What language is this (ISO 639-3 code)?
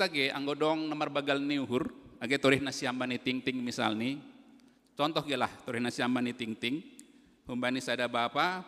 bts